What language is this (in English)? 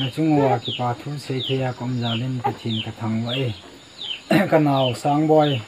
Thado Chin